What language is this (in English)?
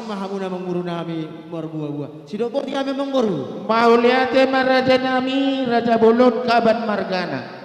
Batak Karo